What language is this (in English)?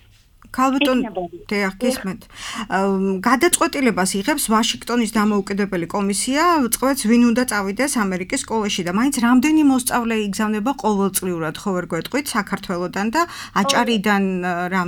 Georgian